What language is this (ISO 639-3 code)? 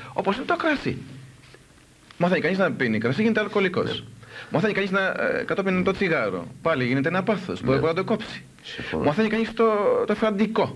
ell